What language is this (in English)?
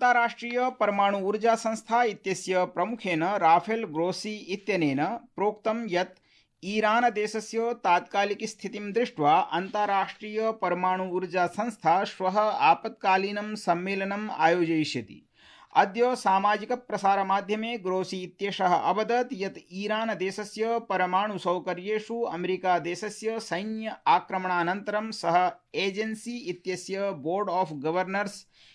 Sanskrit